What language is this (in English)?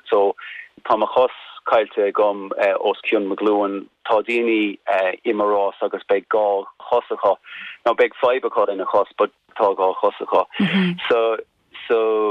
Irish